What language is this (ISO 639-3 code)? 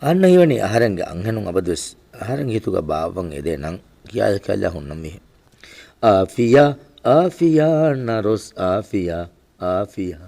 div